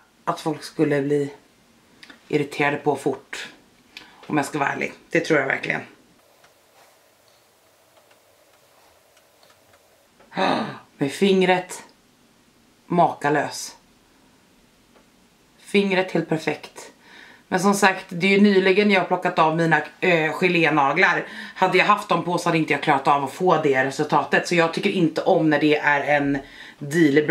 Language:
Swedish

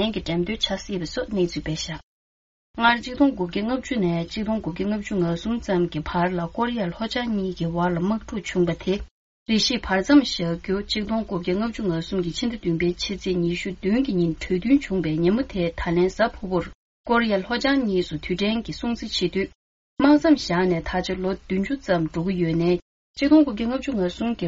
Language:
Tibetan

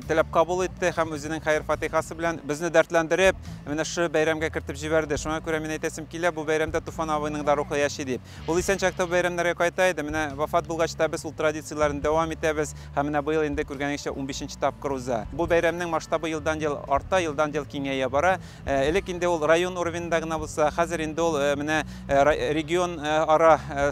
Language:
Tatar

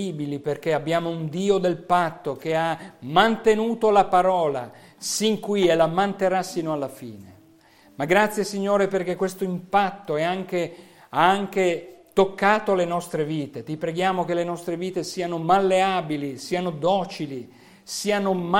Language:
Italian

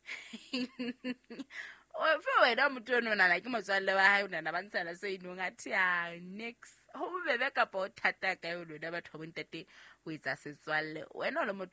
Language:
Southern Sotho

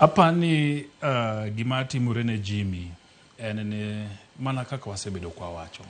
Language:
Luo (Kenya and Tanzania)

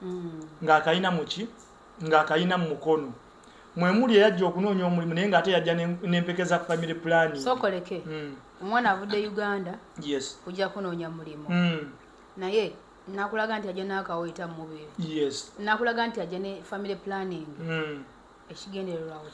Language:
Ganda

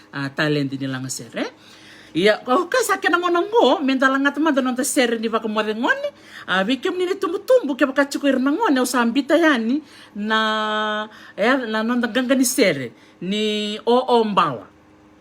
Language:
Fijian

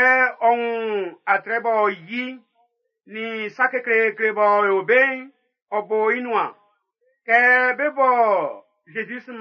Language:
Baoulé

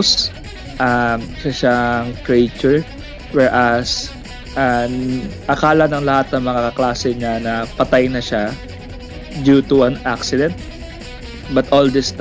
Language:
Filipino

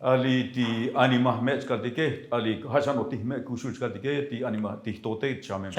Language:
Tzotzil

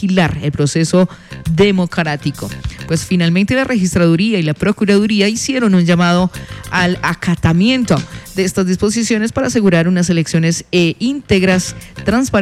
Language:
Spanish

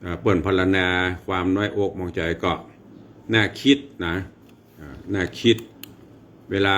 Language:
Northern Thai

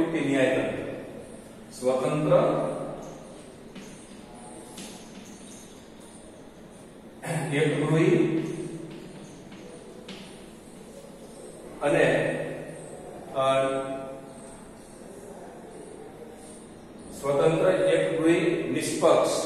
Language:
Gujarati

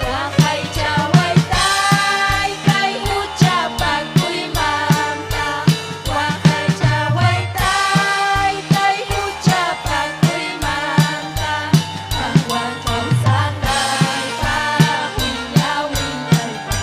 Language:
Ayacucho Quechua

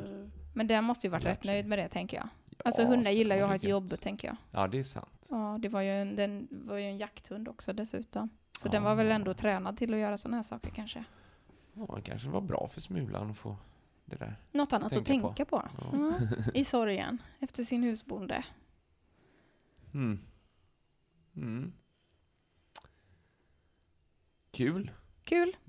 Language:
Swedish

